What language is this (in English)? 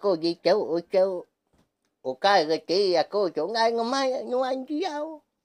Iban